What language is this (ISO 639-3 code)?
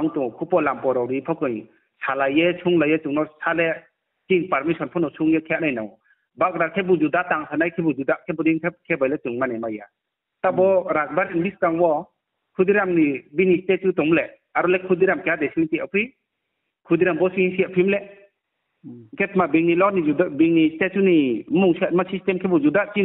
ria